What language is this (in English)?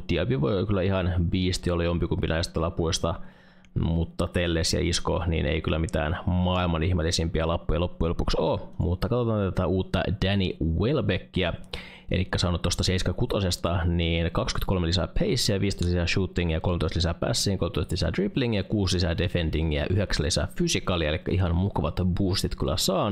Finnish